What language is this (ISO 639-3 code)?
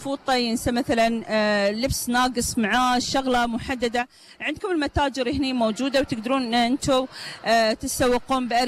afb